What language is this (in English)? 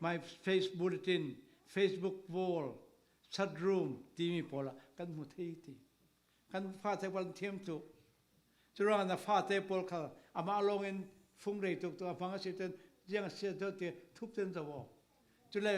Falam Chin